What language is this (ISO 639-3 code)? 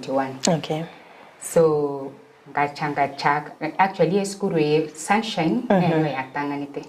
guz